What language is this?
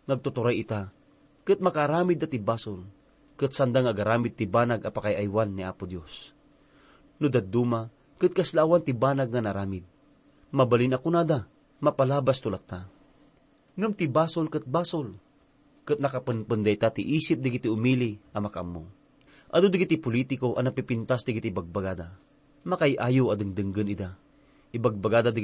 Iloko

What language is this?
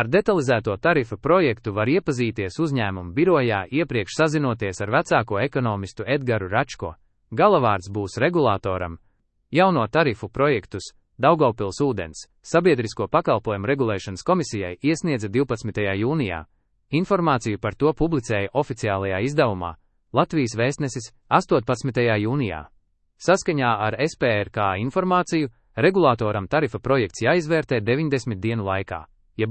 Latvian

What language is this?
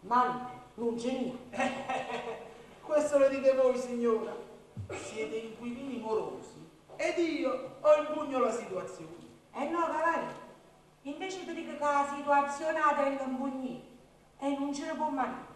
Neapolitan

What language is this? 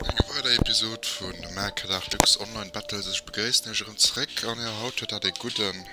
Luxembourgish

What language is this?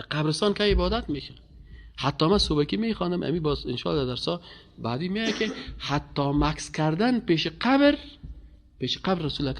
Persian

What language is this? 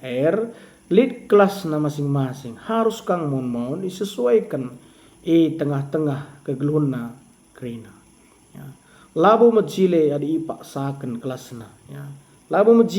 Batak Karo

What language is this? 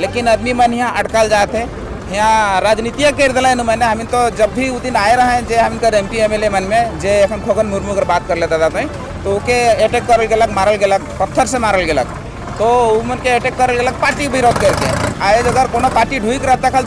Sadri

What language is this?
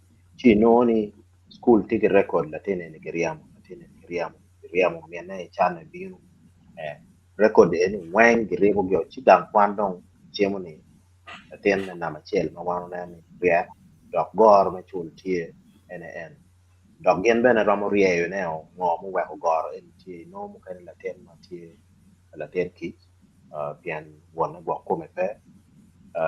Acoli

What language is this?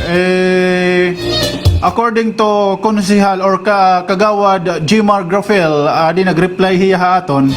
Waray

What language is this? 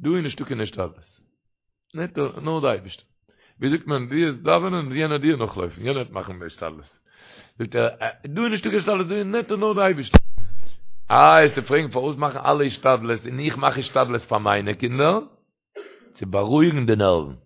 Yiddish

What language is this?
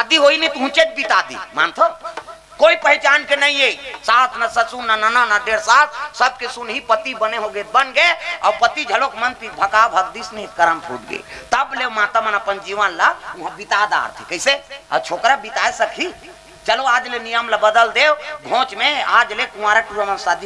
Chhattisgarhi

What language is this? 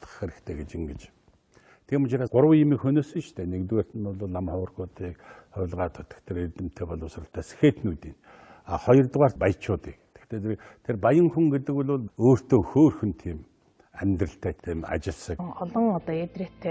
Mongolian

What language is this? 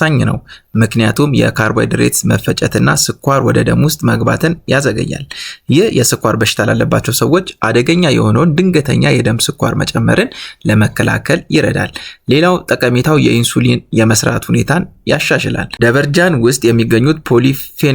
Amharic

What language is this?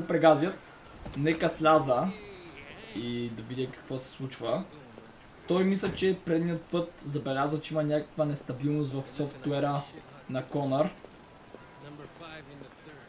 Bulgarian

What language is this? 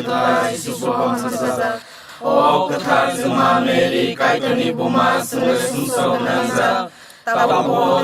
Kok Borok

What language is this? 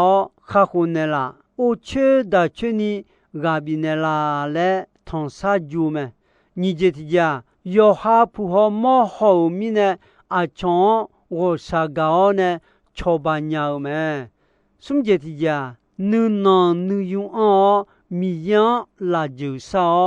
Akha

